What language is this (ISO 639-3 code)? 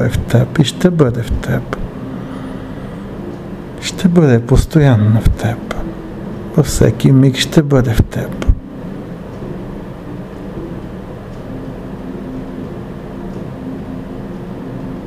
bul